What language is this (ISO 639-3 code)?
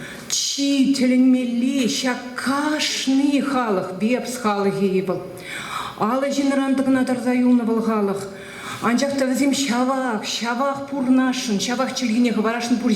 chv